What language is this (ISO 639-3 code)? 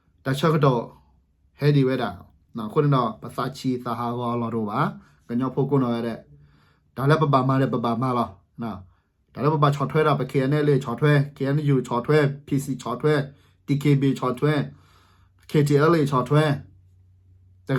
ksw